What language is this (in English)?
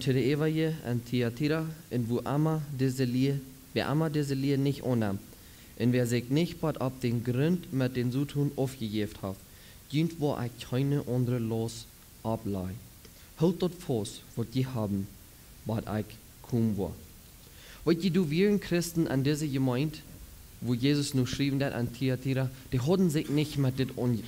Plautdietsch